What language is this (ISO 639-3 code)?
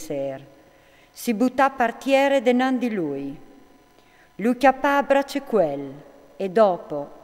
fur